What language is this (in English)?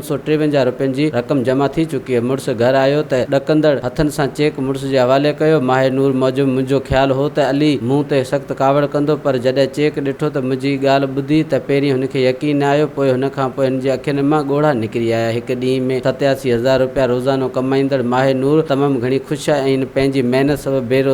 Sindhi